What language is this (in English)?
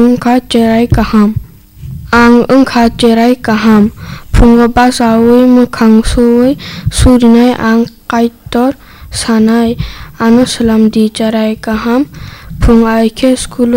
Kok Borok